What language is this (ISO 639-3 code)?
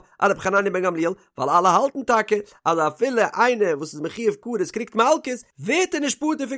yid